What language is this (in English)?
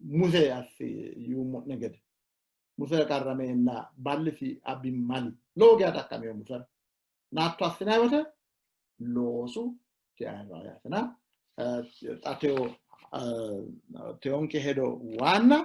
Sidamo